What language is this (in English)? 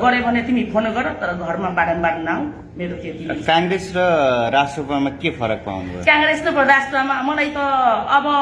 Nepali